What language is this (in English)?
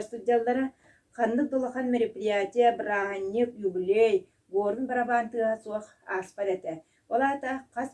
Yakut